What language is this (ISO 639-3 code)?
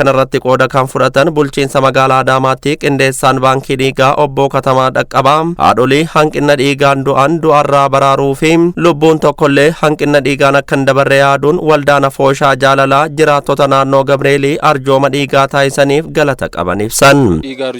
orm